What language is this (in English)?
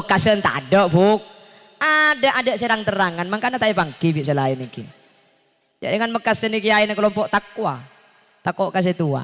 Madurese